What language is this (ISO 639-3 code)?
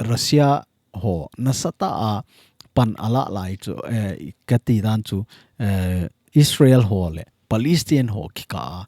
tcz